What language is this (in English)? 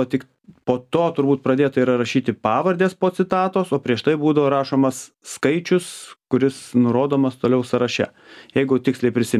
Lithuanian